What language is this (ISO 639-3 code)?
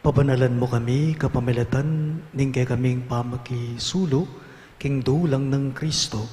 pam